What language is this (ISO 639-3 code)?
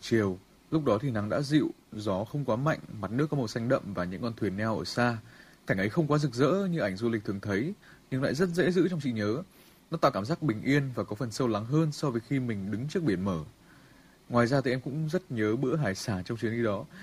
vie